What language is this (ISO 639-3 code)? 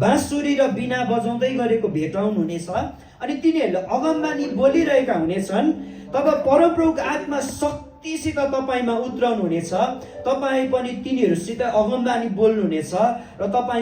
nep